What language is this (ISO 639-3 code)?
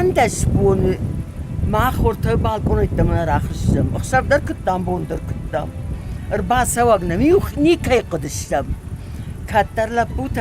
oss